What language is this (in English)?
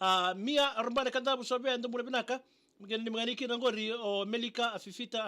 Fijian